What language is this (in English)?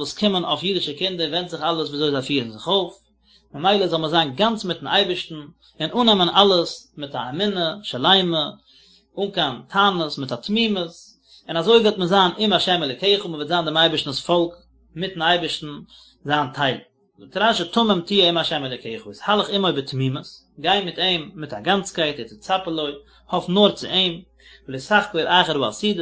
Yiddish